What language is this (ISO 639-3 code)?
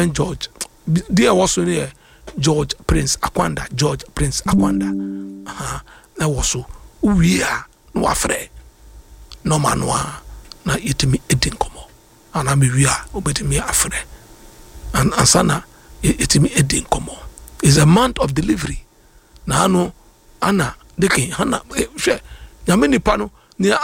aka